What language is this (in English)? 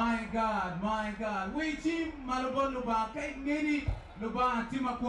Acoli